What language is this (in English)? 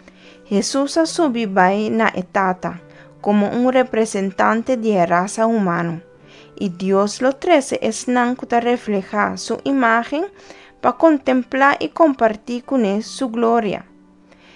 Papiamento